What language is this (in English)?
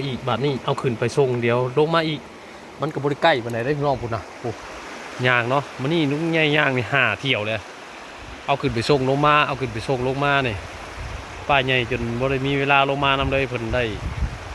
Northeastern Thai